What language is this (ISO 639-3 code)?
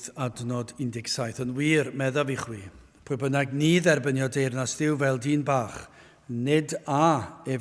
cym